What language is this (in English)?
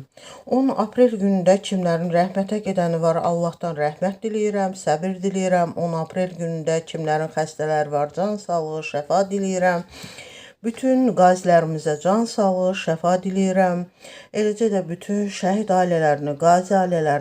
Azerbaijani